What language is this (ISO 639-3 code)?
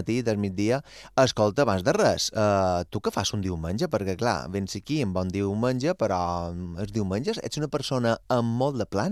cat